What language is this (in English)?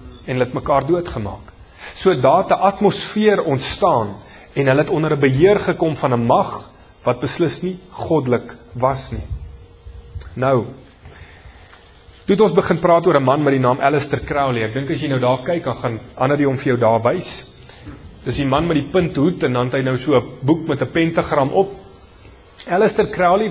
Afrikaans